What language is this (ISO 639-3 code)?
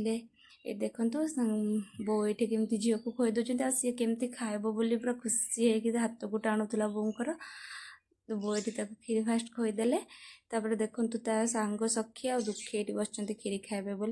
ori